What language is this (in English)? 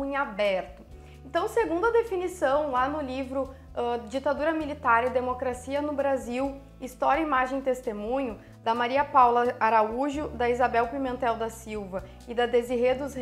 Portuguese